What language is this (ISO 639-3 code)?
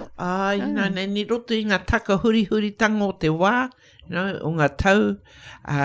mri